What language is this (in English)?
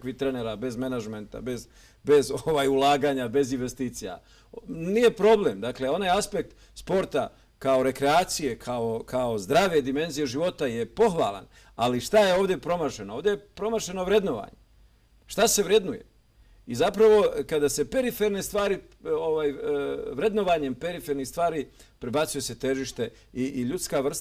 Bosnian